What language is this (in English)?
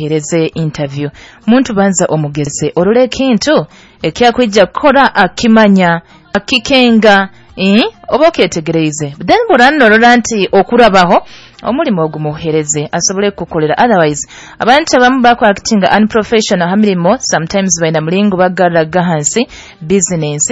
Nyoro